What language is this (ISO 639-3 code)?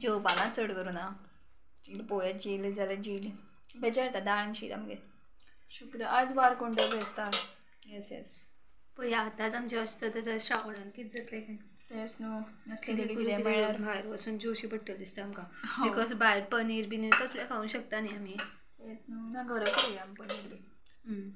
kok